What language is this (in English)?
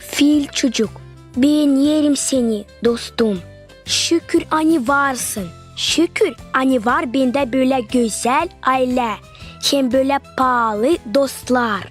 Gagauz